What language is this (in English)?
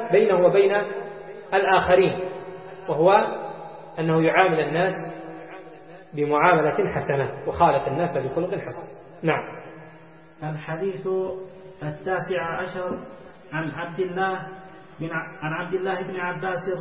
Arabic